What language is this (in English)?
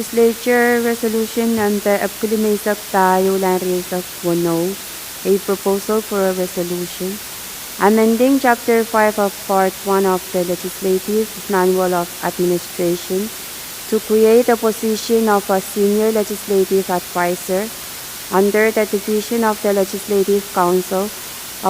Pohnpeian